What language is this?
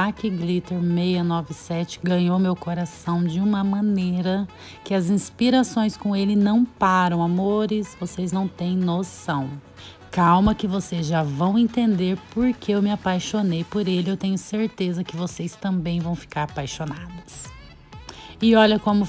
Portuguese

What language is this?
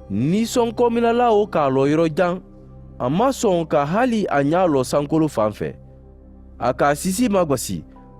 Mandingo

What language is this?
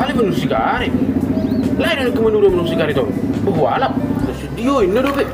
Batak Toba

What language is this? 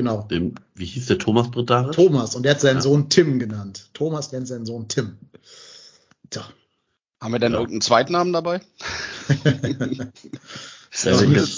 German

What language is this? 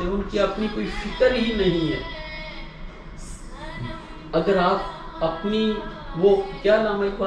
Urdu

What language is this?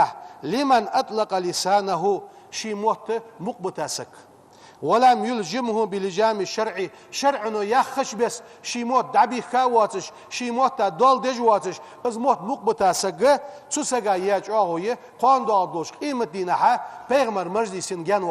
Ingush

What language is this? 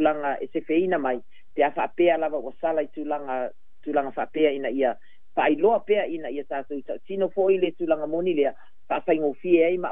Samoan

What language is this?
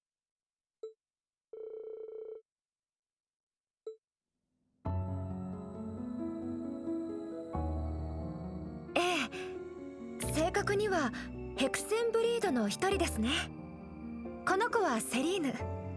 Japanese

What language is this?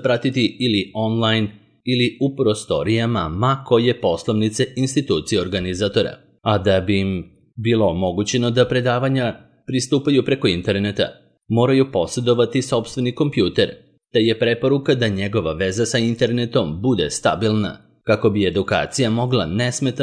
Serbian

